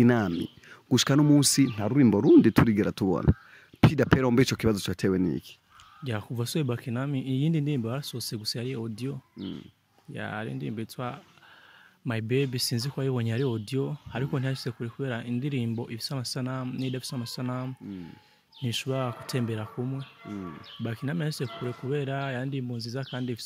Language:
Rundi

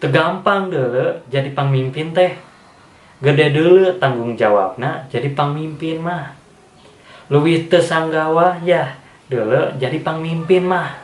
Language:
Sundanese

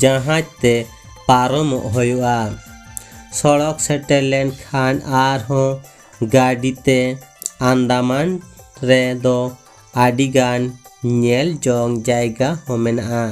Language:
Santali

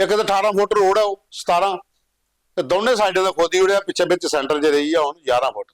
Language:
Dogri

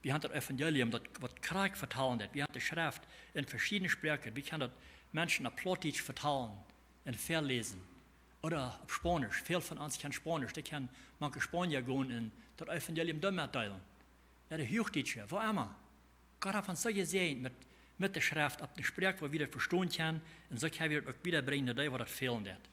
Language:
Plautdietsch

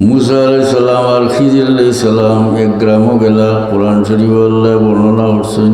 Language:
Sylheti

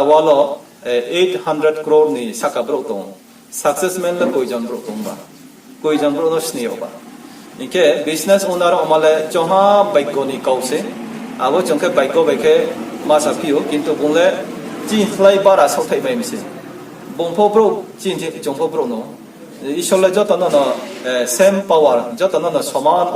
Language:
Riang (India)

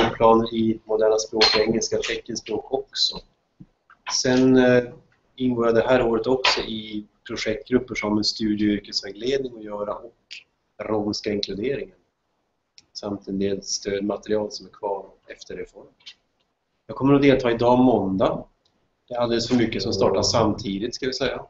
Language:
Swedish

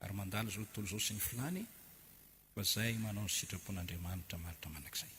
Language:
Malagasy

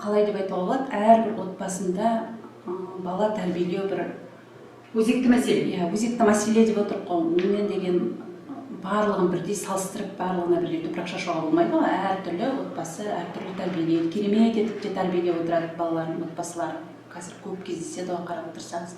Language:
Kazakh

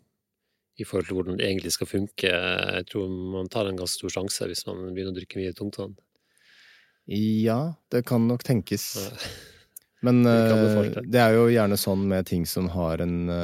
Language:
Norwegian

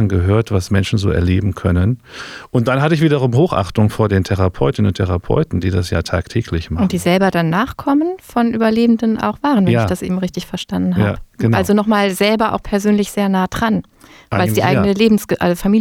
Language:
German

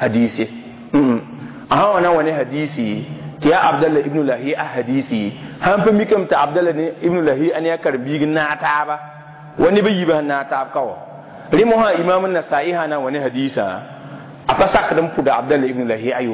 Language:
Mossi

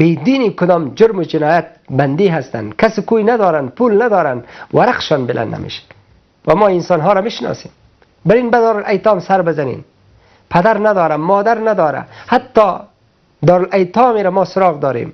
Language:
Persian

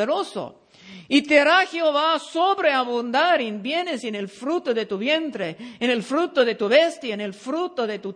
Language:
Spanish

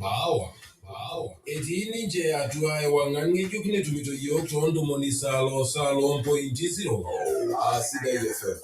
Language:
Masai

